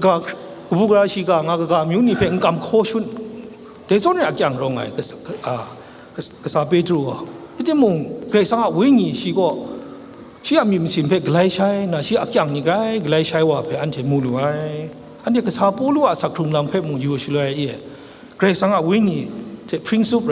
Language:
Kachin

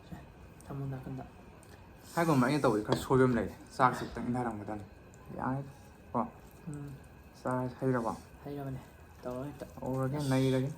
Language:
Manipuri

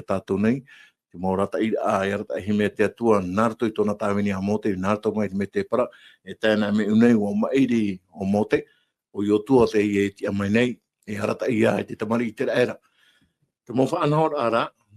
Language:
Tahitian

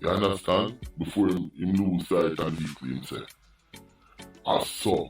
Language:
Jamaican Creole English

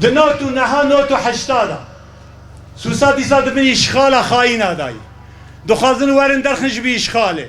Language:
Kurdish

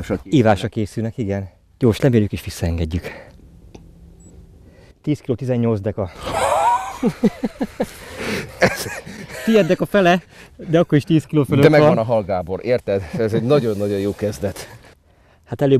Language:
Hungarian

